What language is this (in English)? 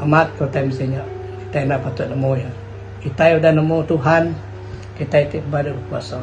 Iban